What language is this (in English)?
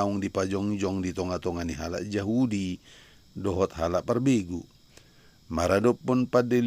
Batak Toba